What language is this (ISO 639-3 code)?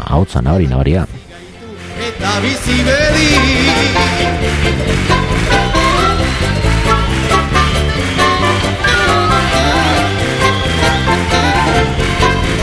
eus